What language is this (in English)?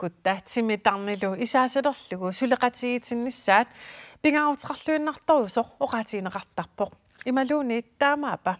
Kalaallisut